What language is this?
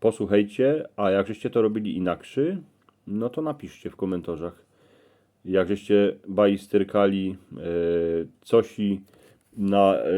Silesian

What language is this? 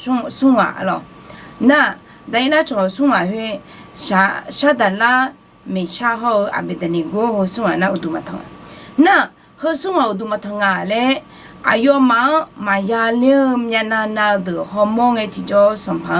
Akha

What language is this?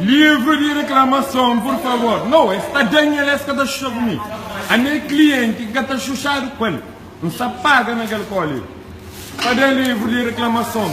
Kabuverdianu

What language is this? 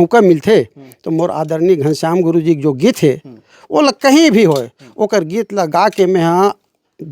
Chhattisgarhi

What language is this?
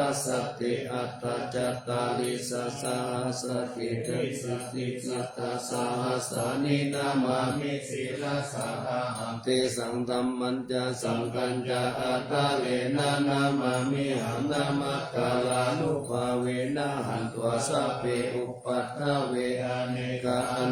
Pali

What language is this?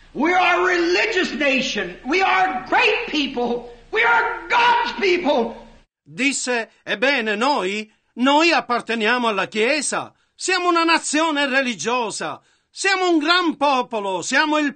Italian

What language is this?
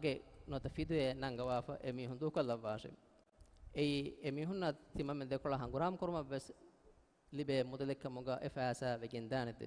Divehi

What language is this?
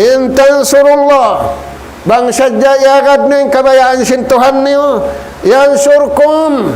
Tausug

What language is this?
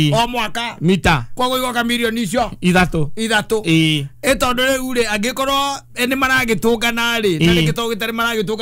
Kikuyu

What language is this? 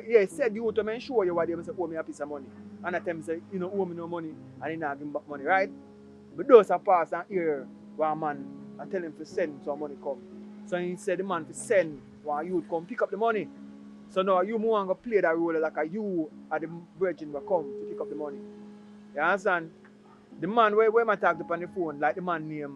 Jamaican Creole English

